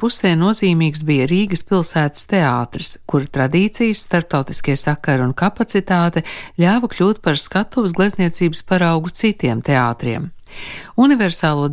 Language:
Latvian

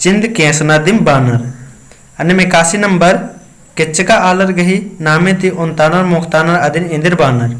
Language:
Kurukh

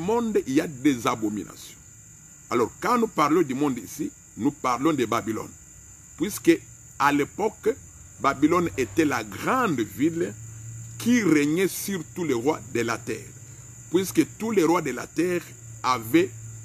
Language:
French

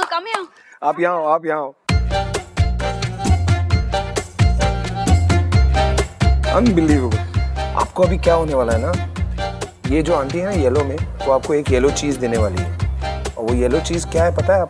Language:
Hindi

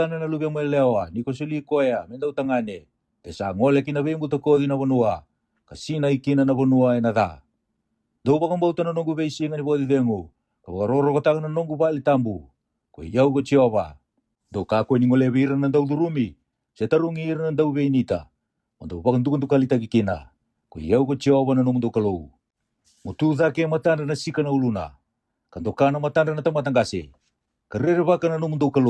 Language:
Fijian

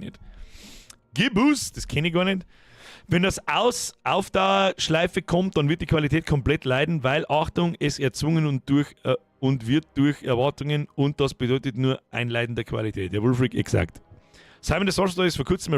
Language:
Bavarian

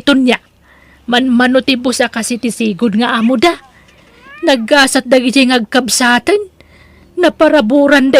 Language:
Iloko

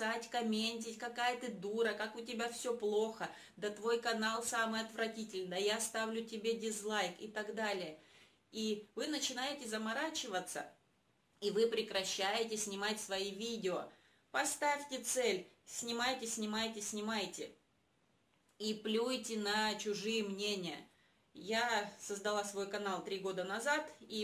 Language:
Russian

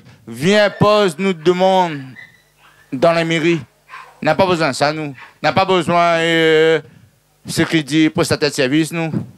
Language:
Réunion Creole French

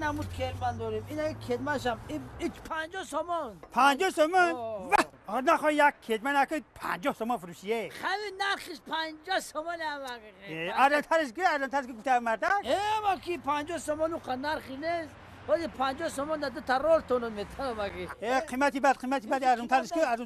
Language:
Tajik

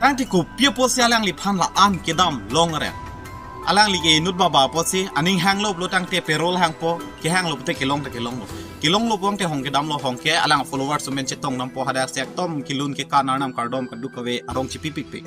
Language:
Karbi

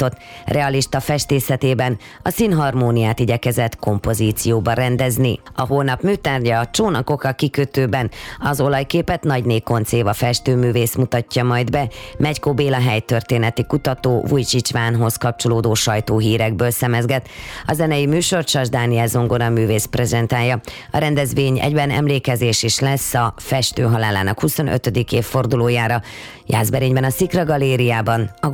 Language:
Hungarian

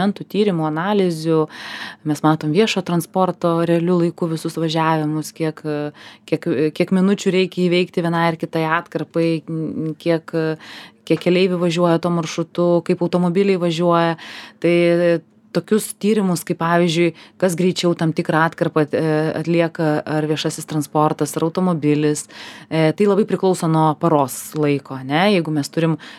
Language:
Lithuanian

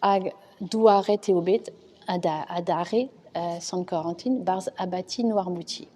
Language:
Breton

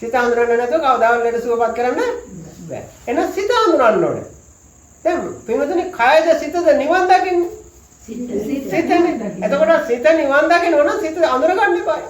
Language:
Sinhala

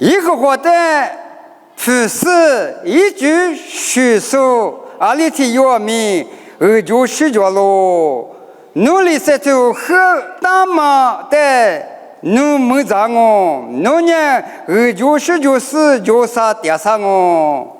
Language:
Lisu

